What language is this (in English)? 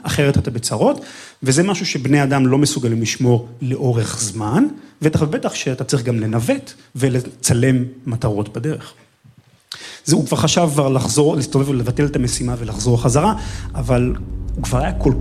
Hebrew